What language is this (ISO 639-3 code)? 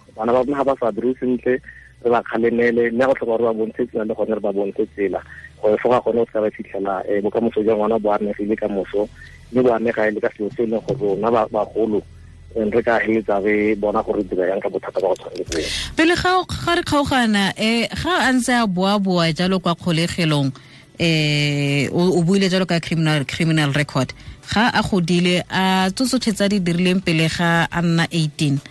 tsn